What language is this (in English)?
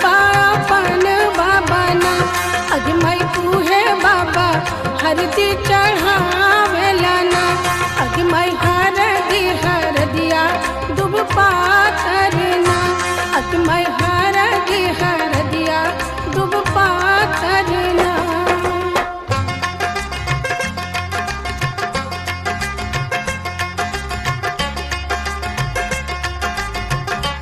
Bhojpuri